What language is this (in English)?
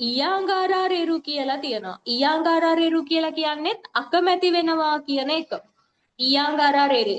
Sinhala